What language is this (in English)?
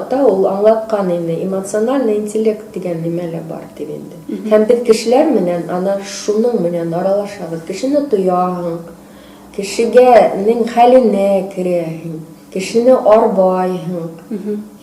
Bashkir